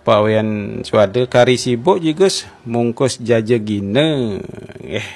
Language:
Balinese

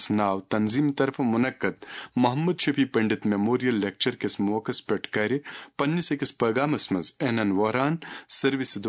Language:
Kashmiri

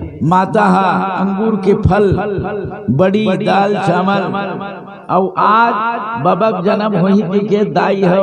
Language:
Chhattisgarhi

